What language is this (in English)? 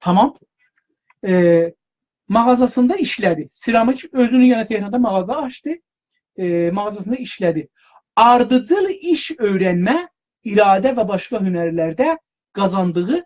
South Azerbaijani